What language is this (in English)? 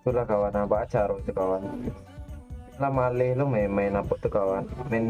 Minangkabau